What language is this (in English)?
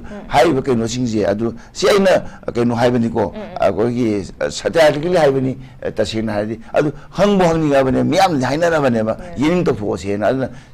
Manipuri